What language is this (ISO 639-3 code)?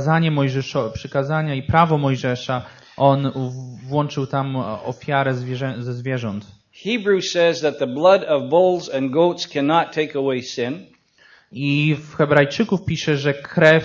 pol